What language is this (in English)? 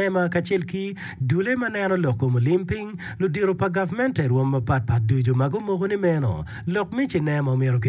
Acoli